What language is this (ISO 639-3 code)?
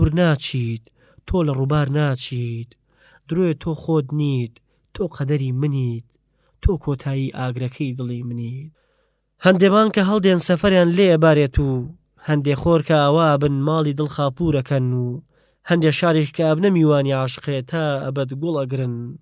ckb